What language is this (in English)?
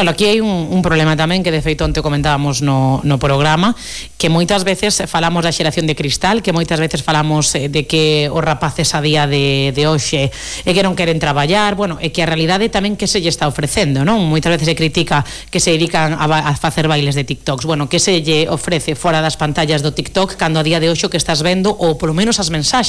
Galician